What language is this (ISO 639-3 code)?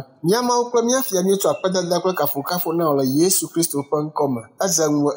ewe